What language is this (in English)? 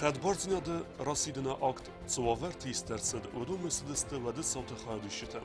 Ossetic